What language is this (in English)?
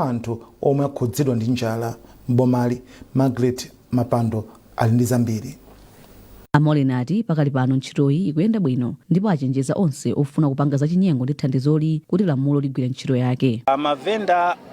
Nyanja